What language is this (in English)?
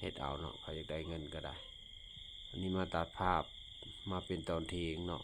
Lao